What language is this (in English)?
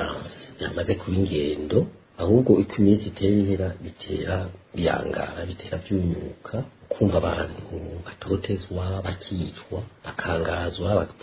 Rundi